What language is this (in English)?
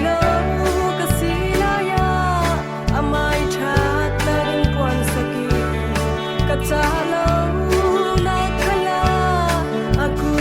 Falam Chin